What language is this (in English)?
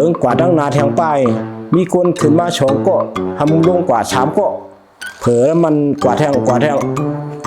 Shan